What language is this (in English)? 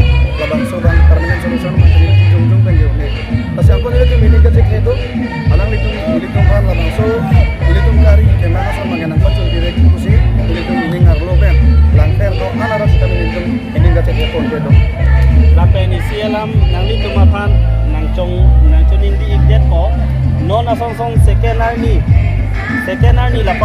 Karbi